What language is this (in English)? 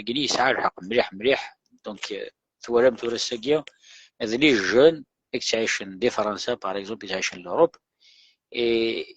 Kabyle